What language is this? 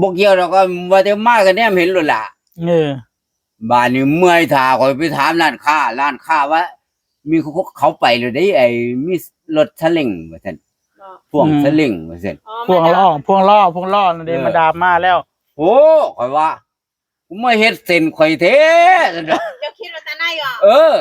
Northeastern Thai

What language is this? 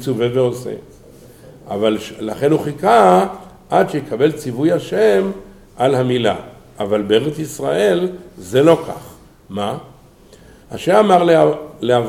Hebrew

